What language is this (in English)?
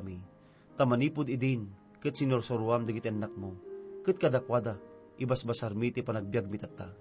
Iloko